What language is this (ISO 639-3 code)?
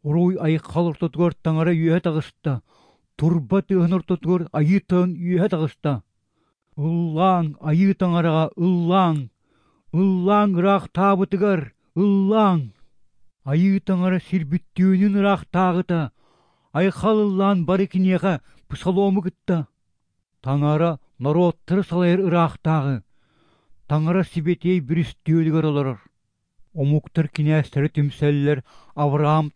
sah